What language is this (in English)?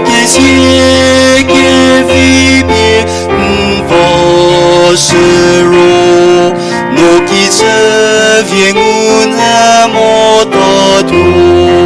Angami Naga